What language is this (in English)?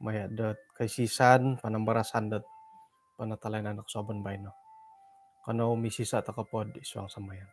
Central Dusun